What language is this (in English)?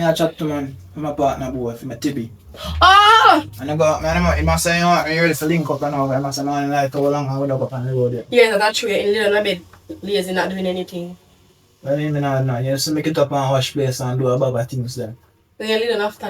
Jamaican Creole English